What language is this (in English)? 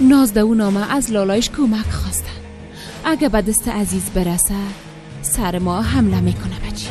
Tajik